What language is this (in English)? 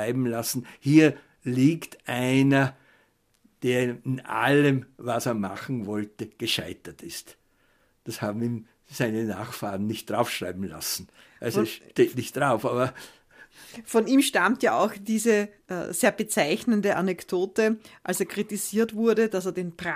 German